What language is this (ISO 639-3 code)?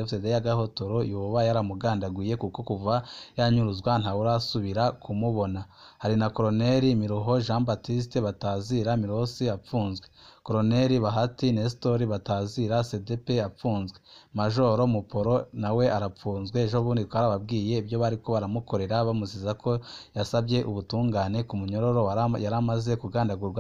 run